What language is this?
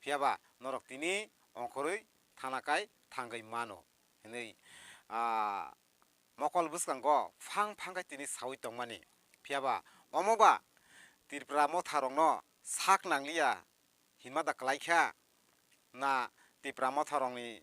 Kok Borok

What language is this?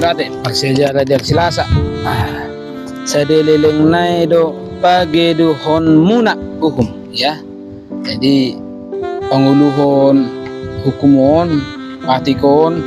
Batak Toba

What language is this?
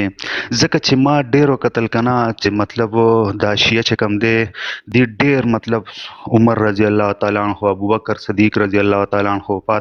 Pashto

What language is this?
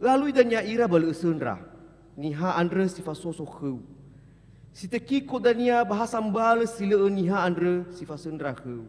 Nias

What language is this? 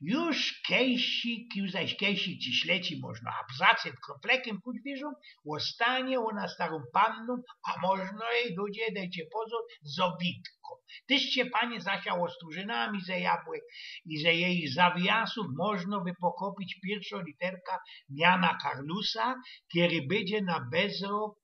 Silesian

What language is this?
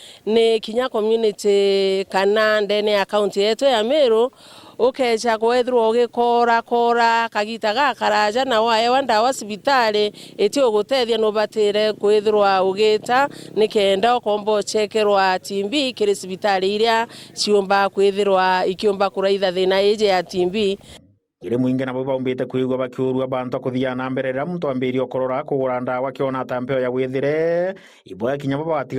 Meru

